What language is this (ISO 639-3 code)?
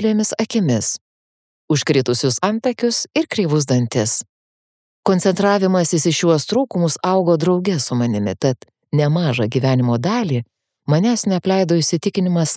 lit